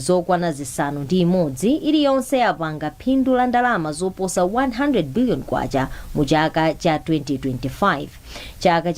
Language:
Nyanja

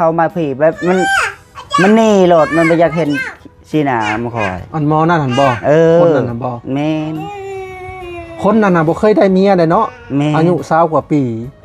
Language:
Lao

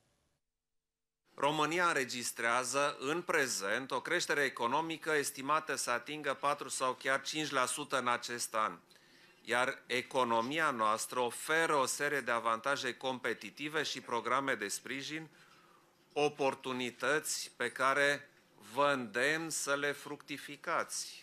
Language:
Romanian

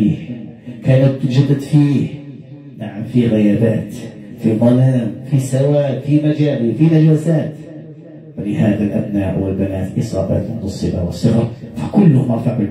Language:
Arabic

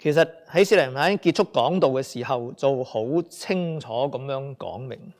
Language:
Cantonese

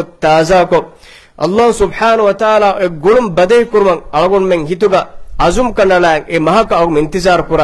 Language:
Divehi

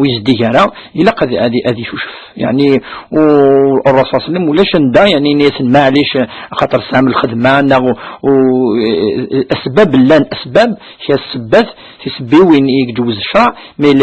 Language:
Kabyle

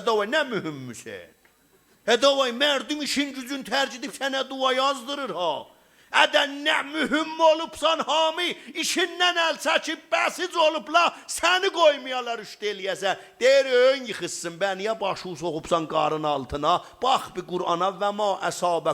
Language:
South Azerbaijani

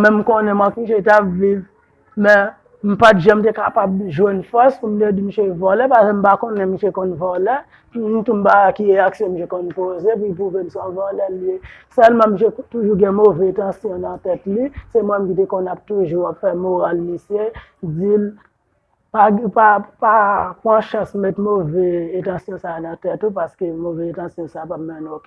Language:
Haitian Creole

